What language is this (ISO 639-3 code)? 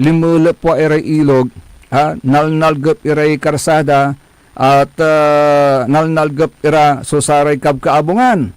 pag